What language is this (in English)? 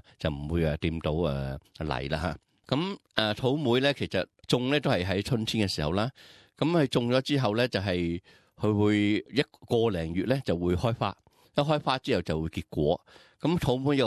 Cantonese